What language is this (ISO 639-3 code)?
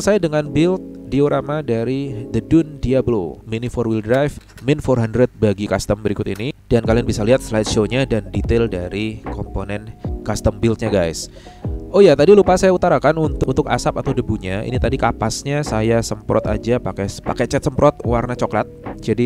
ind